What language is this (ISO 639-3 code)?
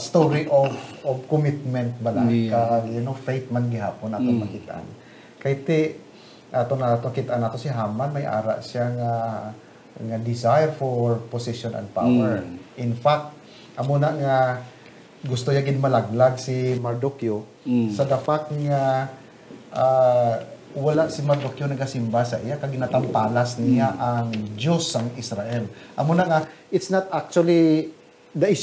hil